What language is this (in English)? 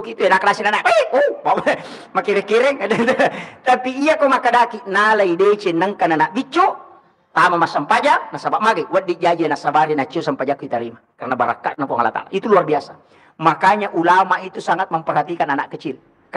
Buginese